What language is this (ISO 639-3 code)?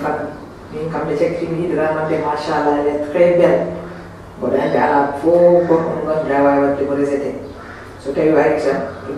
ful